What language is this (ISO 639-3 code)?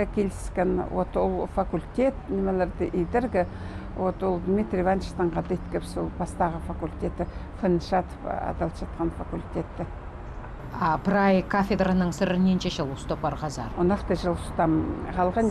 kjh